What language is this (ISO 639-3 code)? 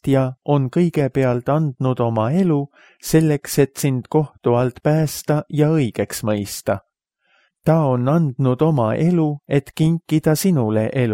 est